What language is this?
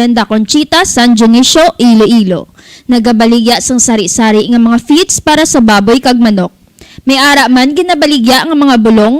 Hiligaynon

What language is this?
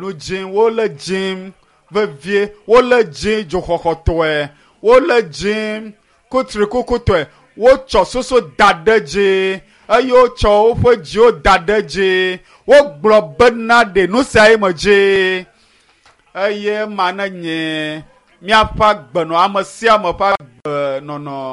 Ewe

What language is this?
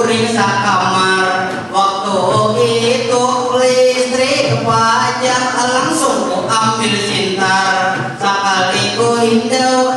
Banjar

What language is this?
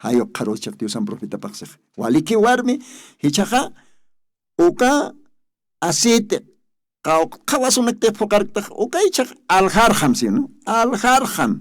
Aymara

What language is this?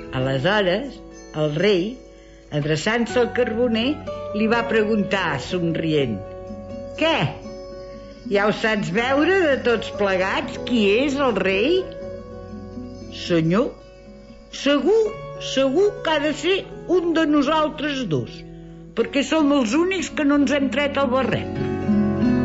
Catalan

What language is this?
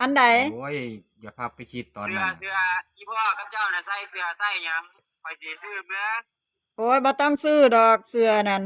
Northeastern Thai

